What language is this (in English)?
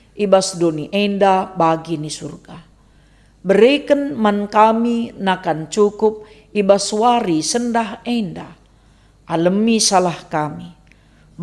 Batak Karo